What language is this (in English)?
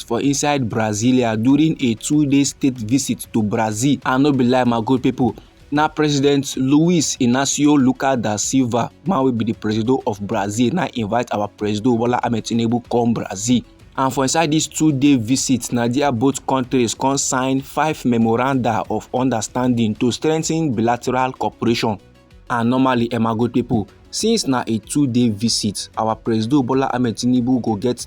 Nigerian Pidgin